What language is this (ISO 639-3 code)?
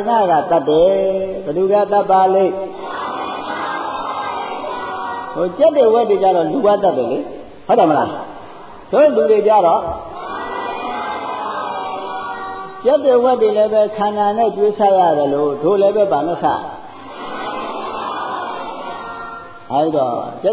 mya